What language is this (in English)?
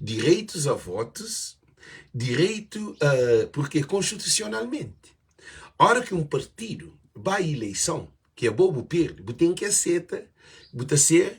Kabuverdianu